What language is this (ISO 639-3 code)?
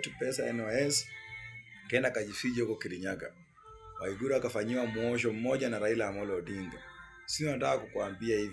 swa